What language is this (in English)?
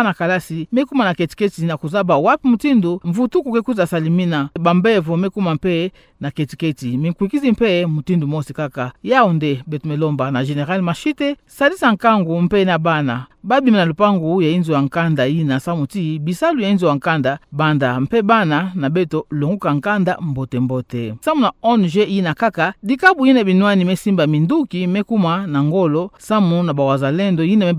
Kituba (Democratic Republic of Congo)